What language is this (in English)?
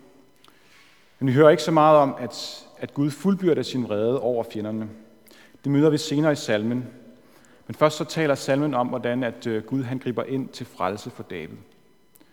Danish